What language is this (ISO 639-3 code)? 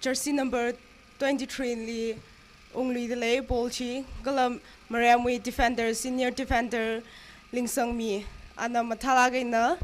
nmf